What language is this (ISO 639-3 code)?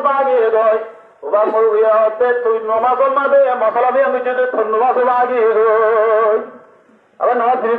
ben